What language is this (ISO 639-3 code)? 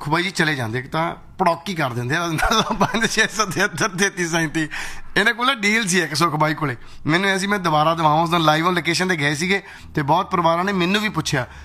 pan